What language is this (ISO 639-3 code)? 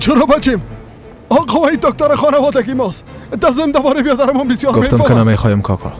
fas